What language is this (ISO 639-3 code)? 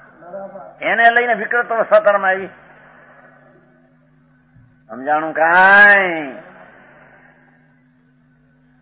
guj